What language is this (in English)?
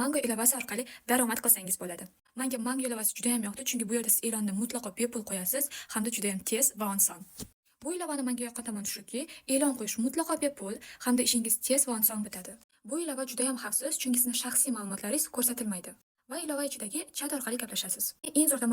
Uzbek